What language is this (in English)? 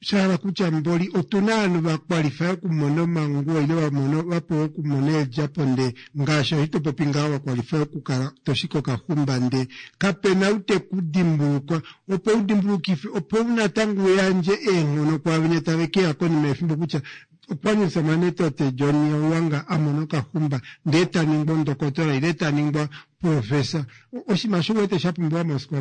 Kuanyama